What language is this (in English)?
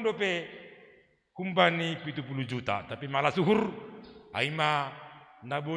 Batak Simalungun